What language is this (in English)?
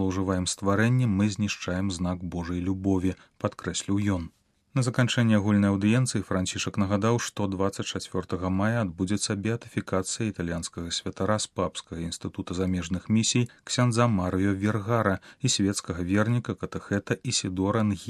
Belarusian